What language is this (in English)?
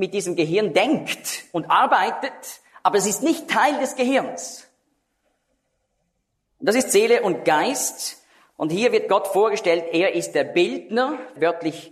German